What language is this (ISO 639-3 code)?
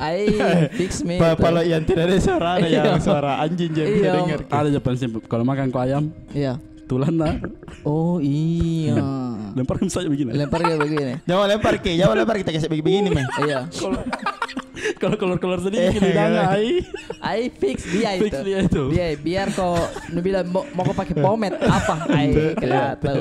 mfp